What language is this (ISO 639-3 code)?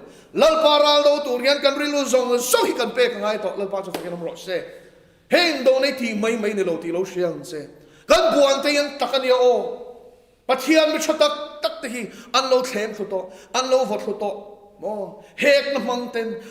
lus